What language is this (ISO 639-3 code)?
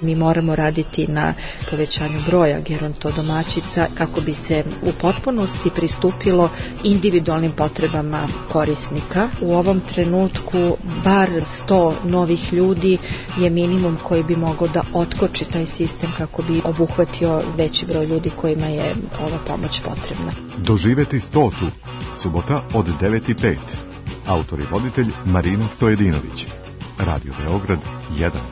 srp